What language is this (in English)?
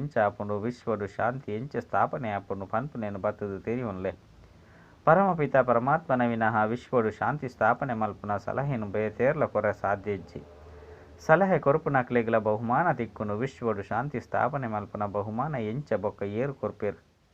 Tulu